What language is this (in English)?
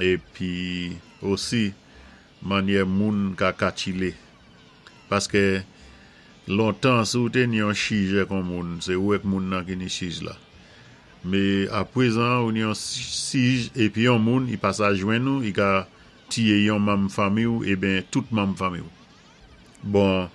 Saint Lucian Creole French